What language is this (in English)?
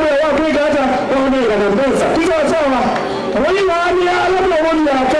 Kamba